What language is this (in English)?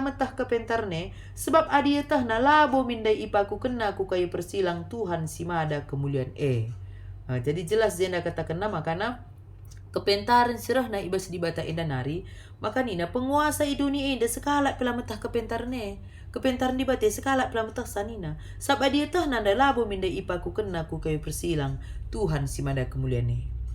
Batak Karo